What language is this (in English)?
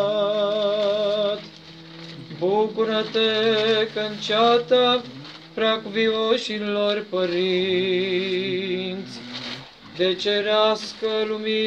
Romanian